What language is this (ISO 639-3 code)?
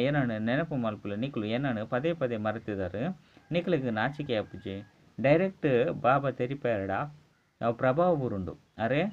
tcy